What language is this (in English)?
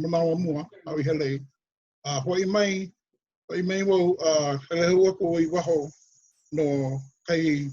Hawaiian